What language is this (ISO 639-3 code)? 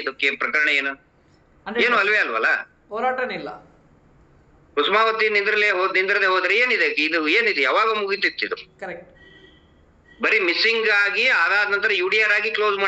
kan